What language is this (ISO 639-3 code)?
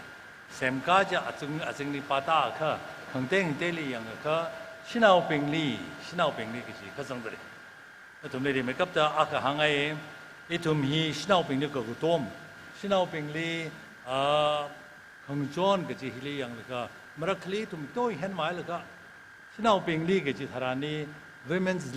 nmf